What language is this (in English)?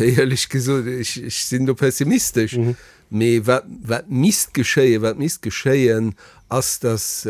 Luxembourgish